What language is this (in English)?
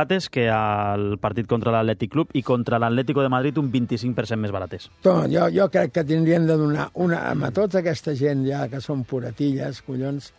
Catalan